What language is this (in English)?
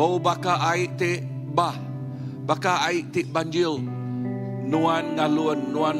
Iban